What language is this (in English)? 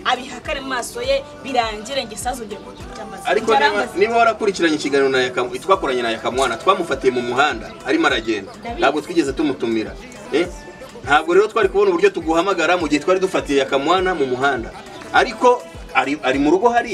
Kinyarwanda